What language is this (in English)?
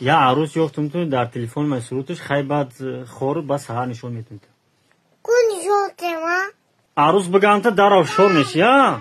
Tajik